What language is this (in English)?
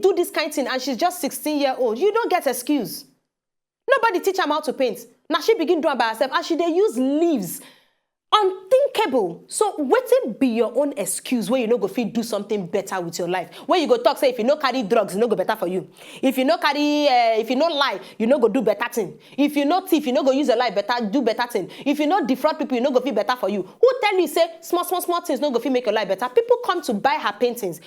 Nigerian Pidgin